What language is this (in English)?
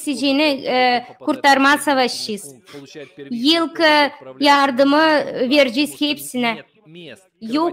Gagauz